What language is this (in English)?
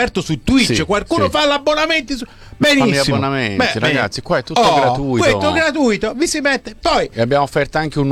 Italian